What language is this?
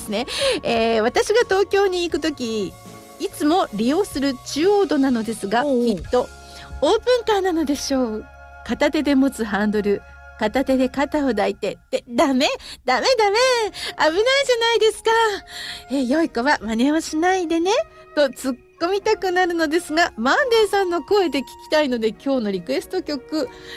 Japanese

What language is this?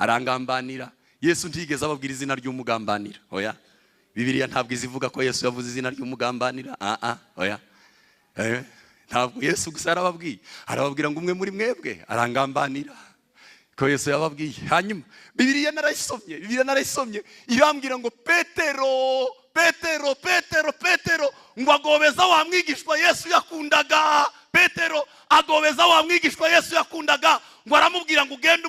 Kinyarwanda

